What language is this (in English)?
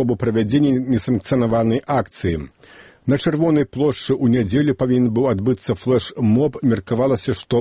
Belarusian